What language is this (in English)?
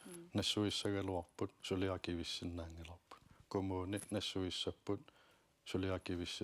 Kalaallisut